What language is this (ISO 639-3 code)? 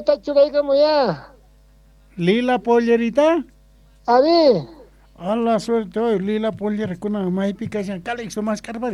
quh